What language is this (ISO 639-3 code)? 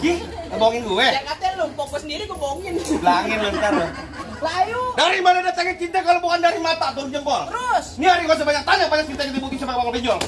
bew